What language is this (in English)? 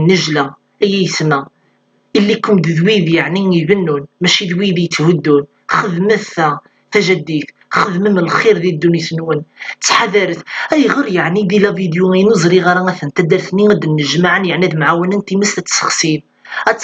Kabyle